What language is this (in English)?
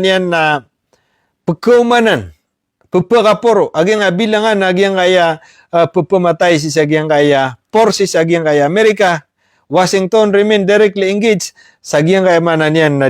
Maranao